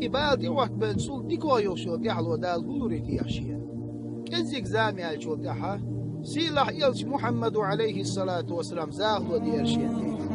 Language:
Chechen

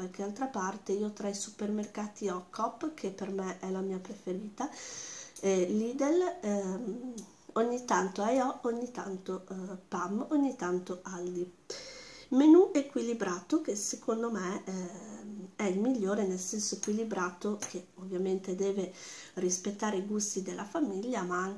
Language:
Italian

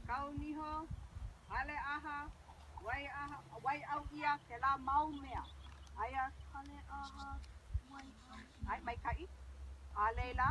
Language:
Hawaiian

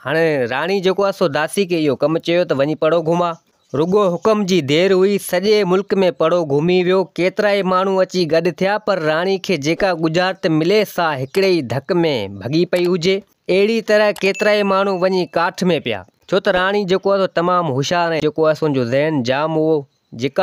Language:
Sindhi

